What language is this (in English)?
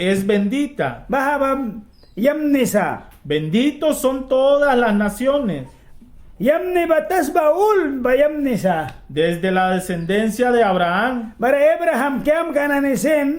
Mískito